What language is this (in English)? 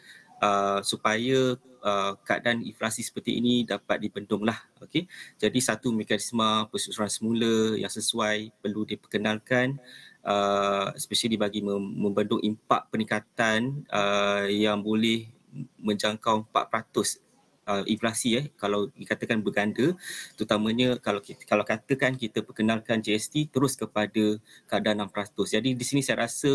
Malay